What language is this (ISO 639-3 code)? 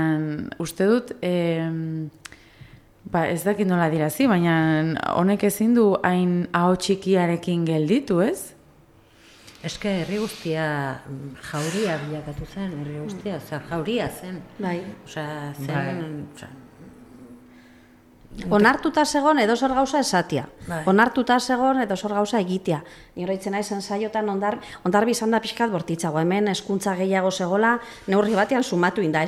eus